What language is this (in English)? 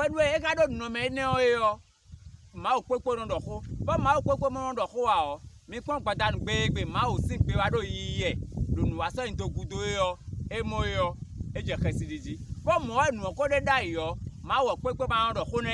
Fon